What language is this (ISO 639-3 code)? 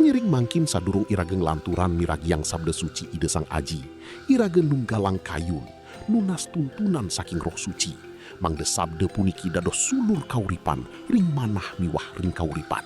ban